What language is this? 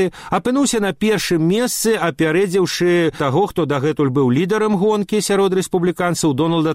Belarusian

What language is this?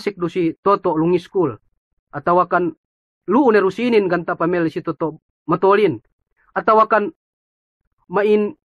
Yakan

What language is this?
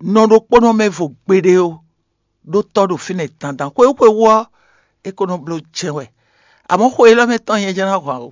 Fon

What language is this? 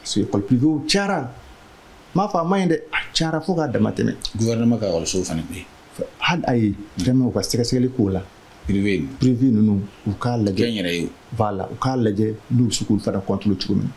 Bambara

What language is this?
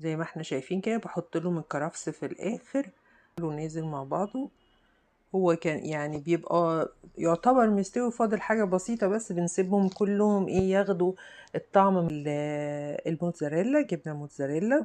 Egyptian Arabic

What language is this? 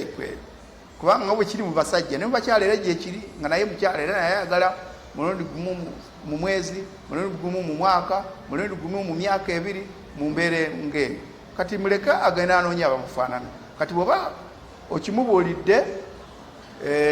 Ganda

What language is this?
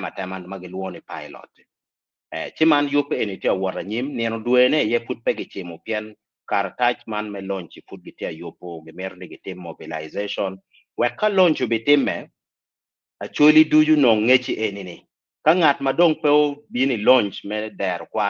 Acoli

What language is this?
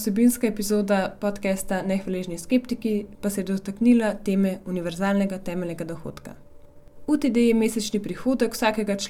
Slovenian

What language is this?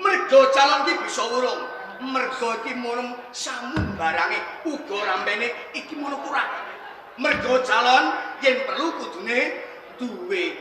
Javanese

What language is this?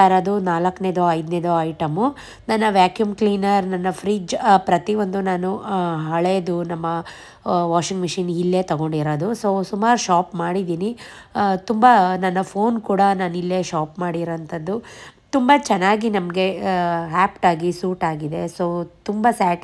Kannada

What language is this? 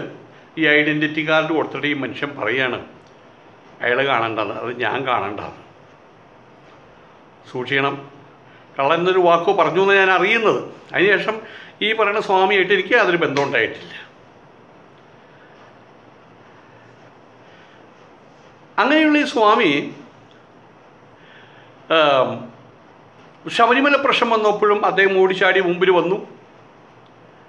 Malayalam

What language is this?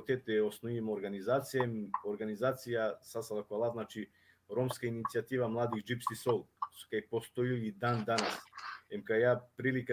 Balkan Romani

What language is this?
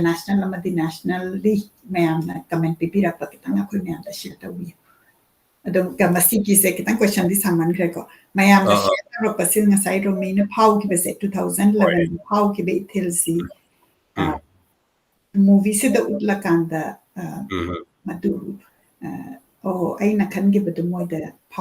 Manipuri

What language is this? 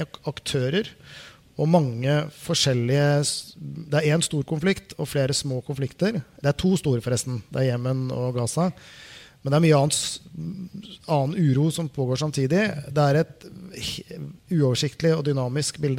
Norwegian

